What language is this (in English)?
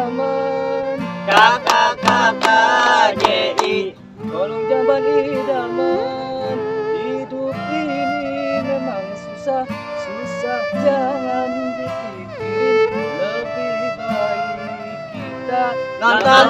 Betawi